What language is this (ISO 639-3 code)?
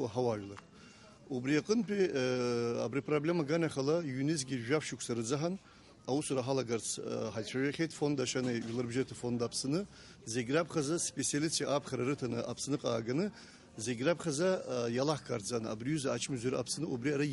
abk